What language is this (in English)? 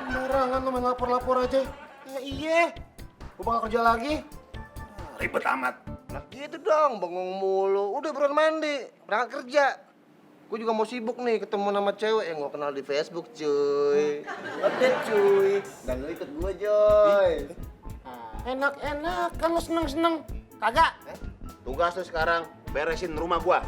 Betawi